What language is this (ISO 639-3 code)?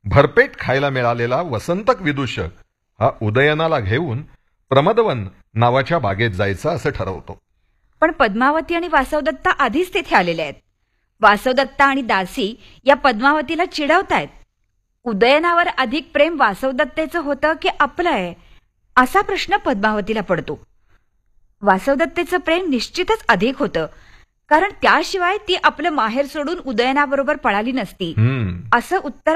mar